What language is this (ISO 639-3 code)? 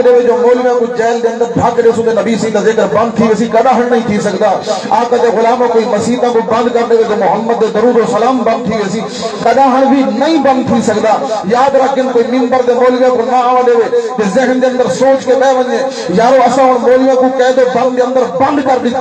skr